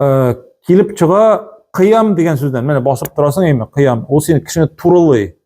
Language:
Tatar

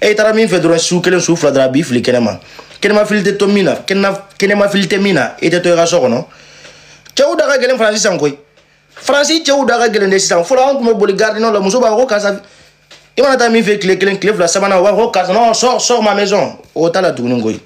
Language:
Bambara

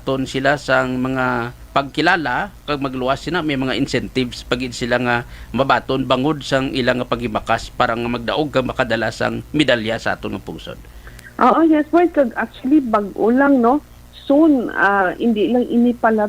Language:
Hiligaynon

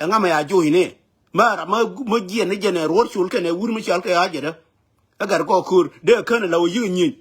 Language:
Nuer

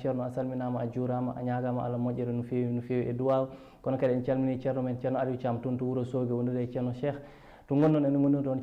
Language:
Fula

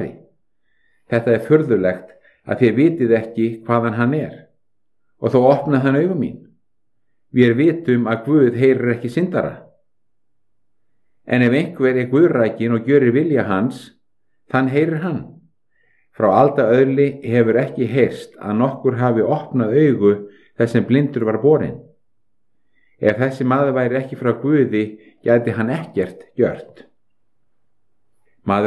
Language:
Icelandic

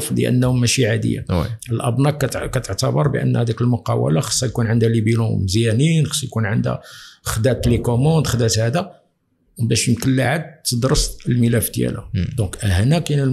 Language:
Moroccan Arabic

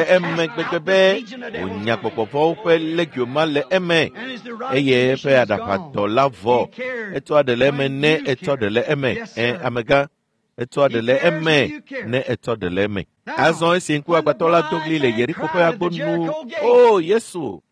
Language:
Ewe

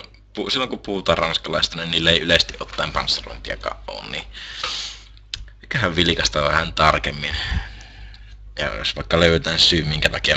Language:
Finnish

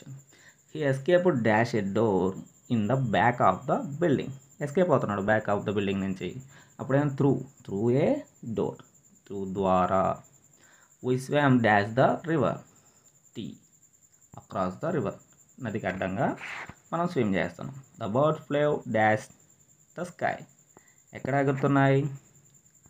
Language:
Telugu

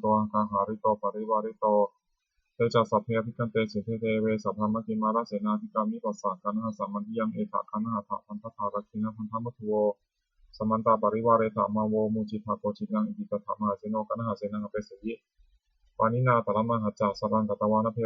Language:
Pali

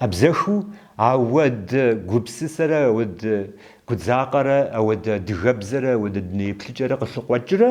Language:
Kabardian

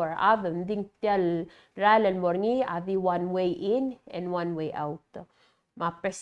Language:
Palauan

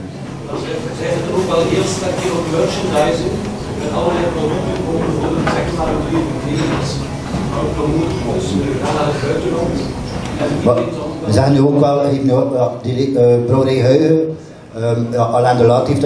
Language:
Dutch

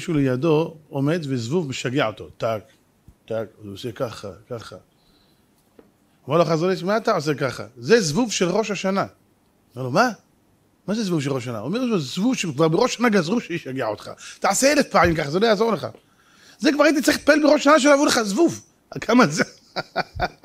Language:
Hebrew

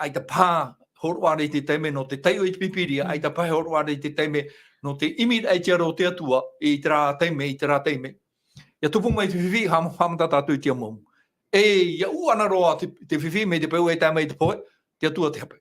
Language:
Tahitian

